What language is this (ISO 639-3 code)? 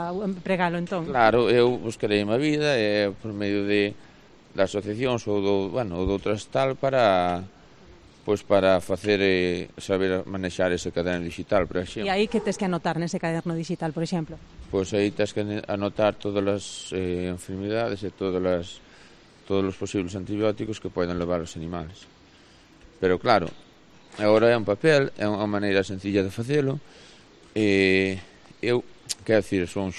glg